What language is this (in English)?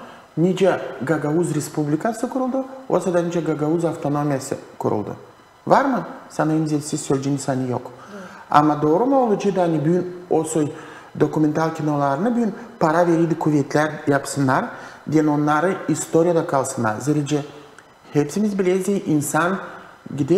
Gagauz